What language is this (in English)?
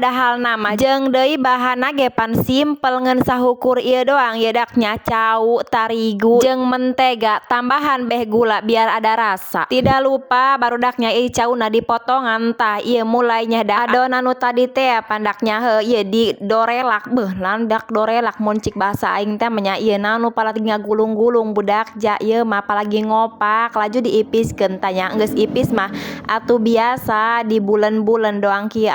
Sundanese